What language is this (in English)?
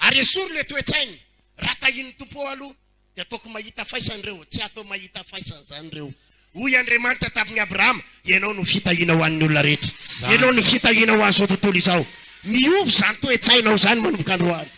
Malagasy